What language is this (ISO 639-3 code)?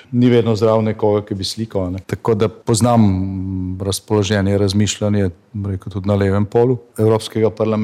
slv